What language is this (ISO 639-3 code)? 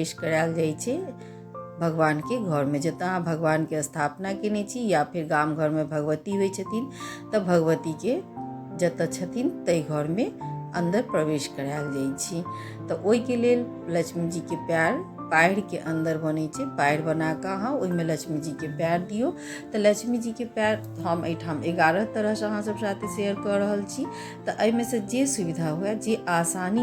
mai